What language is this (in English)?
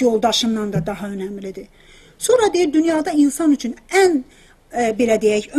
South Azerbaijani